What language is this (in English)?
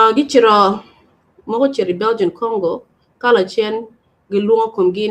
Acoli